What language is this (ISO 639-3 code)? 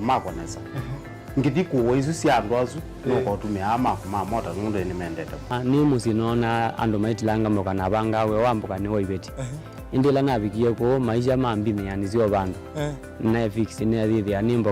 kam